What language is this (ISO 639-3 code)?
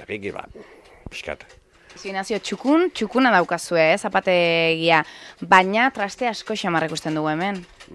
eus